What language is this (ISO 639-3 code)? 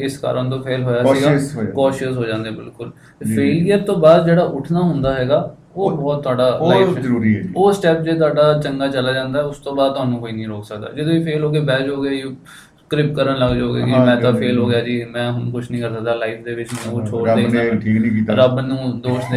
pan